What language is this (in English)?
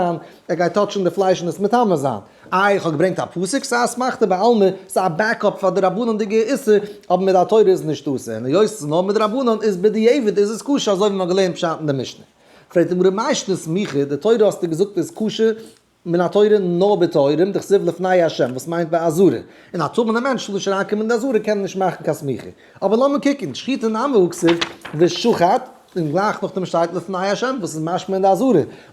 Yiddish